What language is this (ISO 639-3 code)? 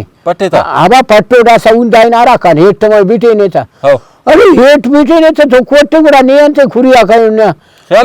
brh